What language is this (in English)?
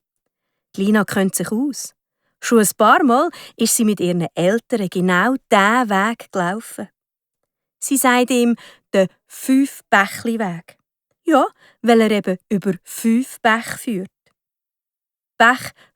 Swiss German